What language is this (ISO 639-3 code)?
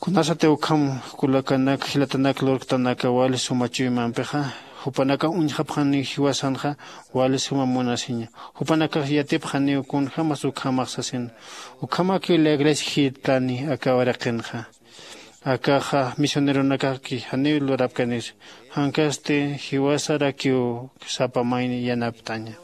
aym